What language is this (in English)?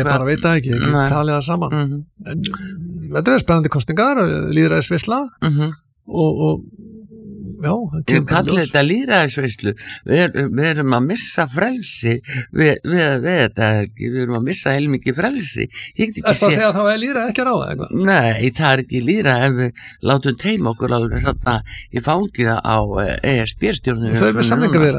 Icelandic